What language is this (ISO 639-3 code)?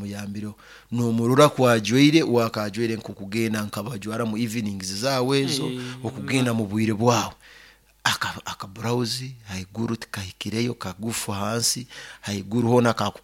nyo